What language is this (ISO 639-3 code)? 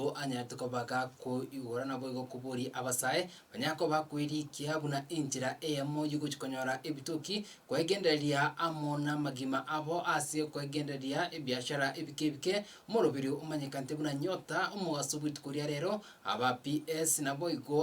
guz